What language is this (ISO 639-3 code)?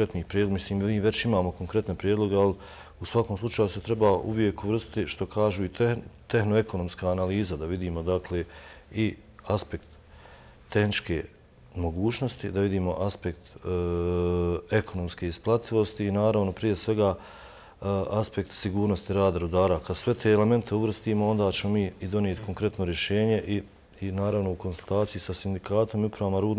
bos